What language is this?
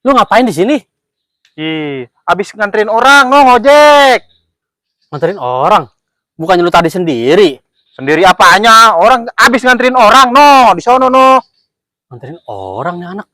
Betawi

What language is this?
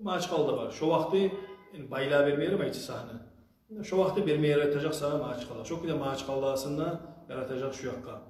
Kumyk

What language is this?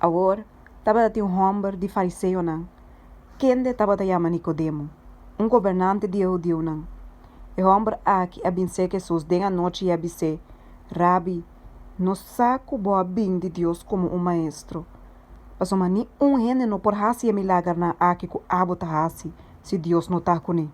Papiamento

